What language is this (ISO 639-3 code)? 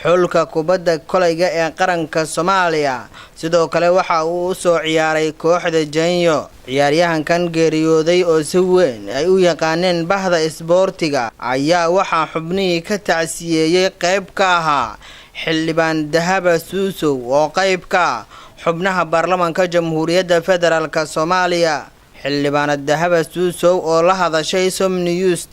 som